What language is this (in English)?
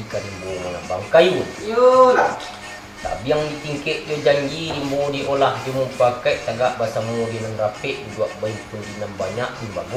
Minangkabau